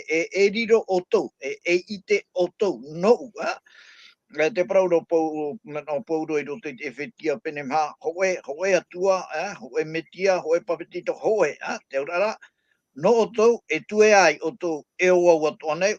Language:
Tahitian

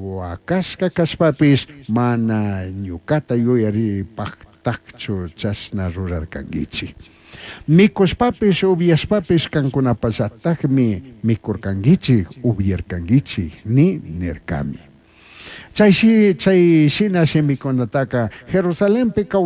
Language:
Chimborazo Highland Quichua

